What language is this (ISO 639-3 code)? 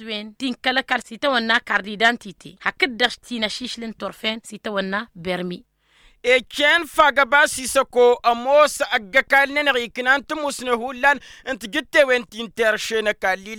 taq